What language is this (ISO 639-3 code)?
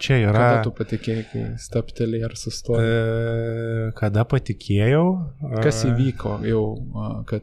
lit